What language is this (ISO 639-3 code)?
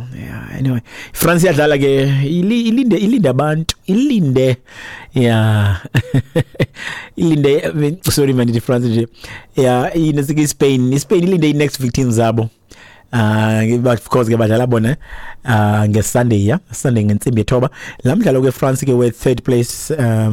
xho